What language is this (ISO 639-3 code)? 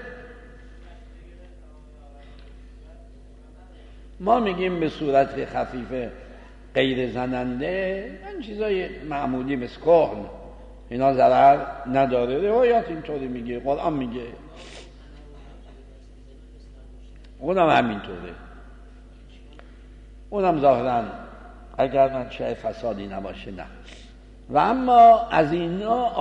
fas